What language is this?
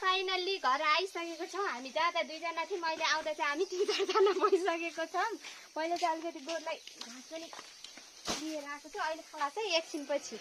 Nepali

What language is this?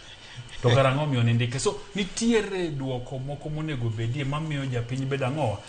Luo (Kenya and Tanzania)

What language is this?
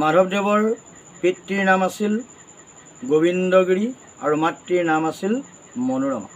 Assamese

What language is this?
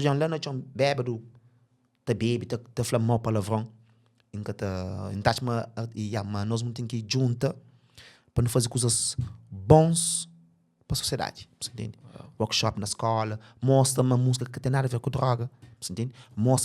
Kabuverdianu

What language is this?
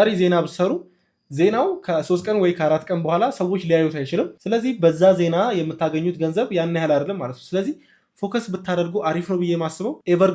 Amharic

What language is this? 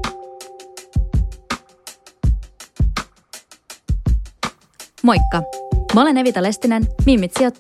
Finnish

